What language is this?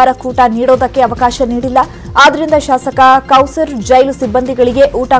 Kannada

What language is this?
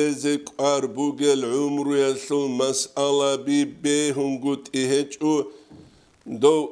Avaric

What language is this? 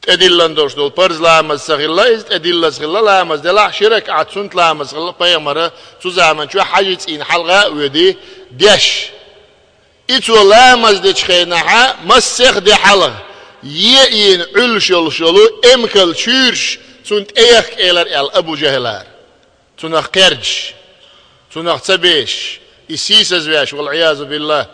Chechen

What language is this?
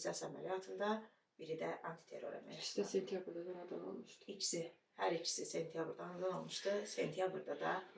Azerbaijani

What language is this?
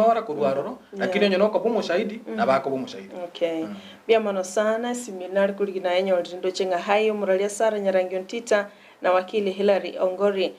Gusii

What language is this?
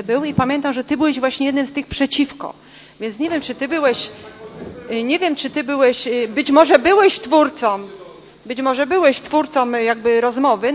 Polish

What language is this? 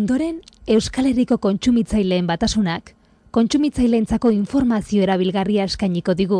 Basque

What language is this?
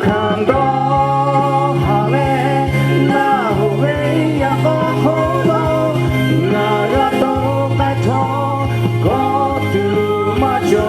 Lahu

